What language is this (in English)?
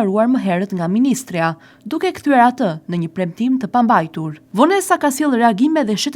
Albanian